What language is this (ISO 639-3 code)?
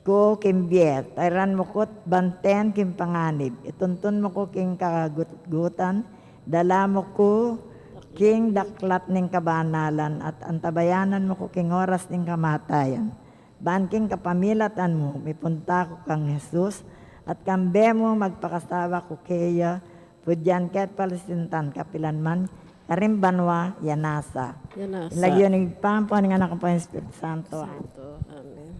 pam